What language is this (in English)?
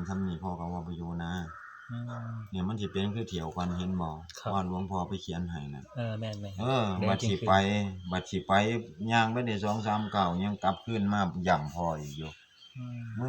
Northeastern Thai